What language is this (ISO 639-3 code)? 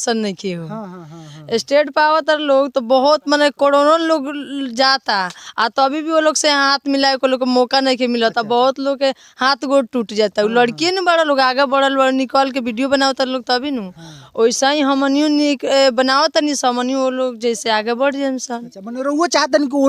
bho